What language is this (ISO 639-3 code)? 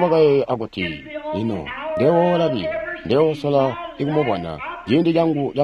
toi